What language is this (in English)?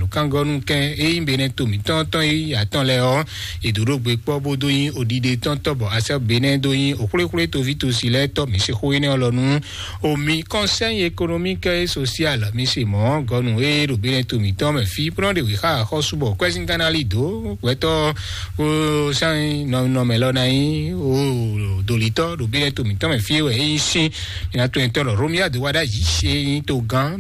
Fon